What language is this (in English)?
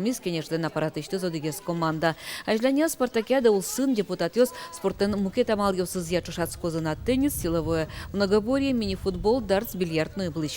Udmurt